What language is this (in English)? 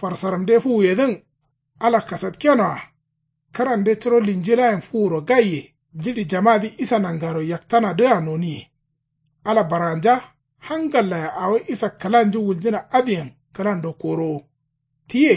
Kanuri